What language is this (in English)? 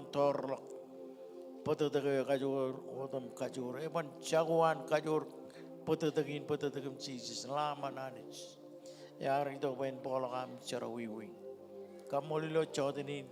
Marshallese